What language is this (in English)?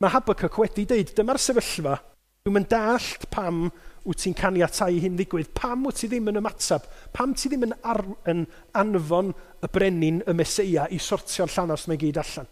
Welsh